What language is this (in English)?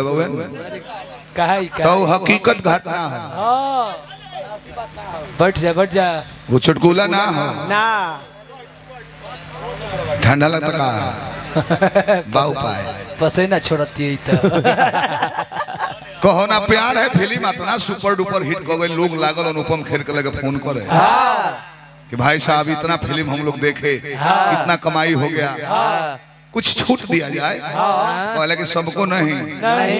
Bhojpuri